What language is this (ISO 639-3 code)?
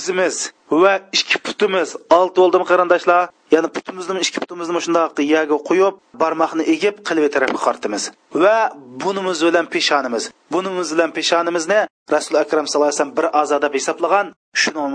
uig